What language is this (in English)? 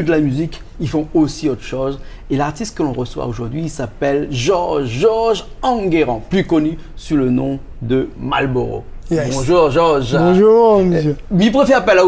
Réunion Creole French